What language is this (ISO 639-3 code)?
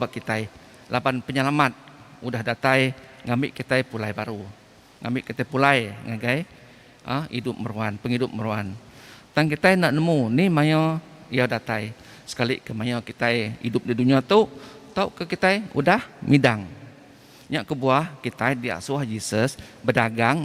iba